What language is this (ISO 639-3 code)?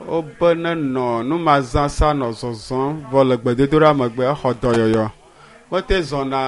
ewe